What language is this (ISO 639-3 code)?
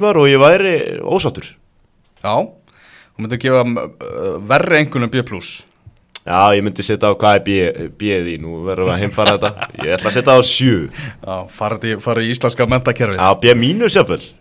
isl